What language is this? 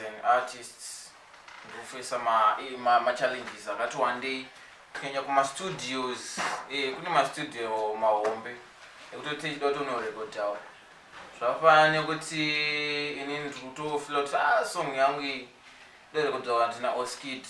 Shona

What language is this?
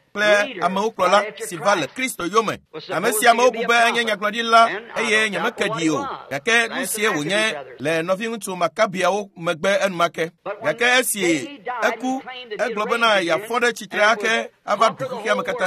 Ewe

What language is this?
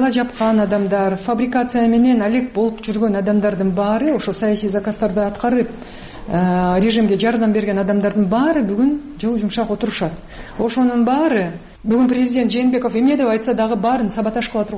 Kyrgyz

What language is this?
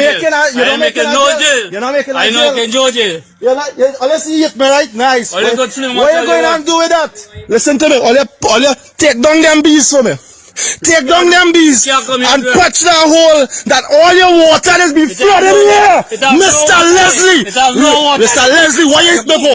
Jamaican Creole English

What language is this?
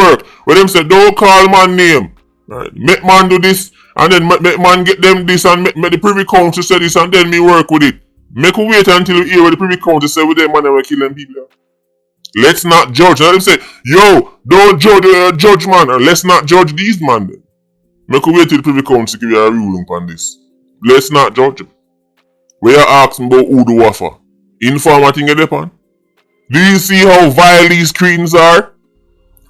Jamaican Creole English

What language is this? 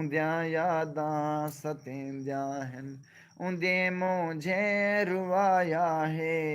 Saraiki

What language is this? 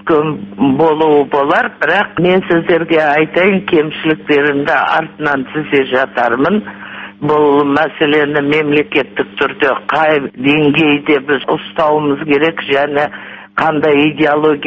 Kazakh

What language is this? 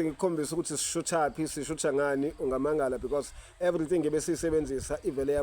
Zulu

